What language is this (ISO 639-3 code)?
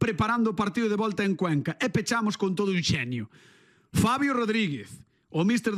glg